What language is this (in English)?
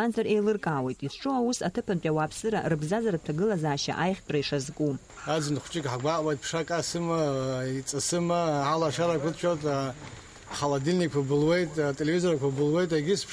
Abkhazian